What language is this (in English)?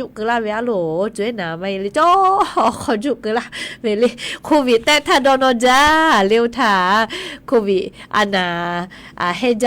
Lahu